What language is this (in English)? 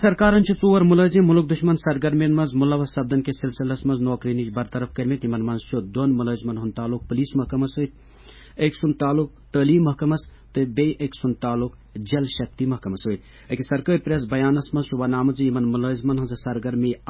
Kashmiri